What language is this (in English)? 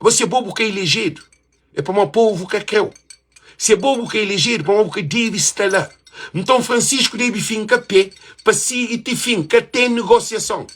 Kabuverdianu